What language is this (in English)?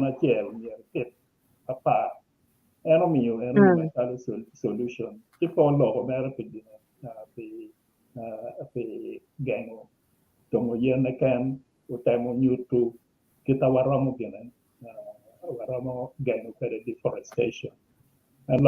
Acoli